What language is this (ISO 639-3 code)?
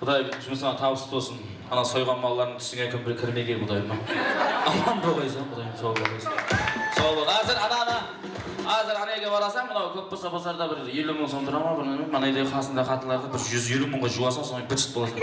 kaa